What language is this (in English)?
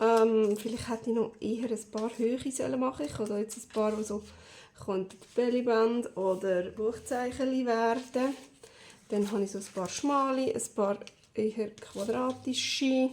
Swiss German